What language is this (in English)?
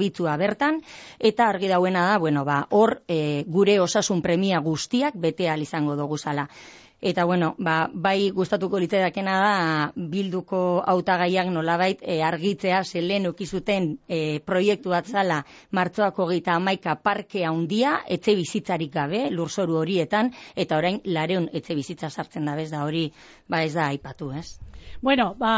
Basque